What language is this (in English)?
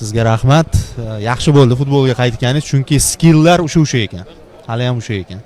Uzbek